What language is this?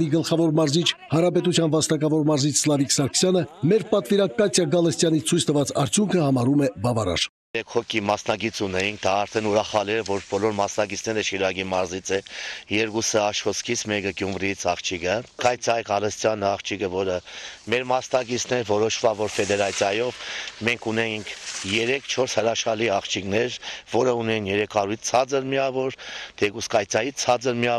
Armenian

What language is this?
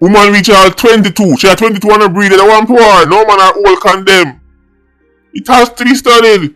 Jamaican Creole English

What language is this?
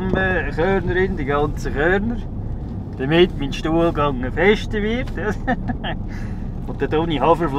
Swiss German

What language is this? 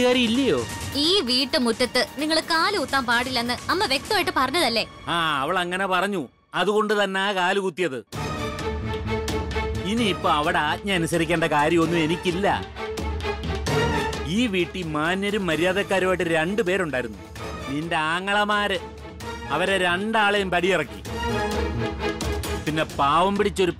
Malayalam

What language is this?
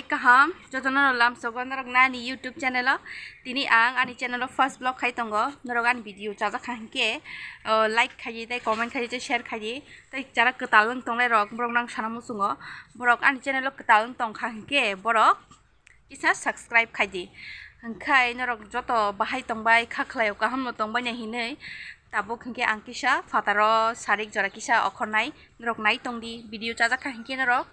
Kok Borok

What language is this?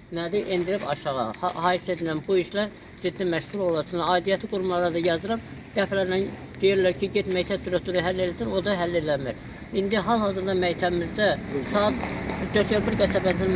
Azerbaijani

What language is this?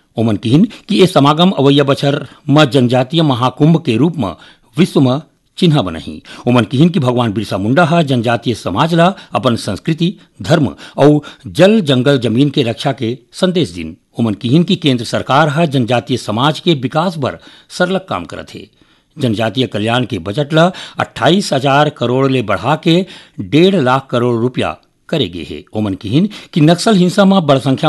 Chhattisgarhi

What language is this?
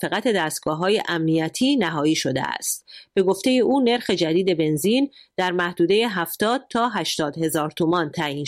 Persian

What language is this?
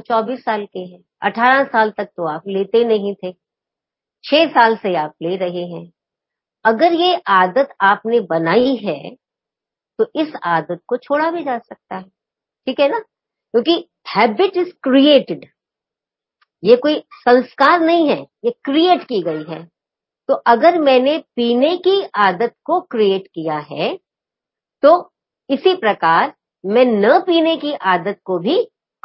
Hindi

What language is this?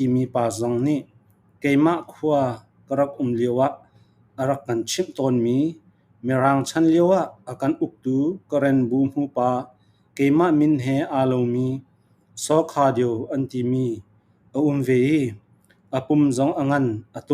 Falam Chin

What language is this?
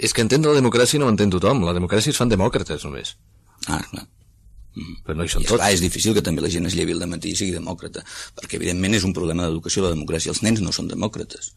Catalan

